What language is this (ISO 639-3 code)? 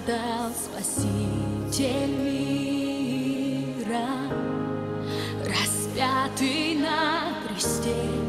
rus